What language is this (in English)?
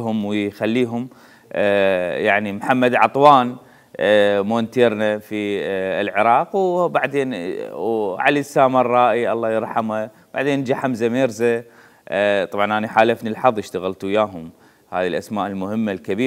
Mesopotamian Arabic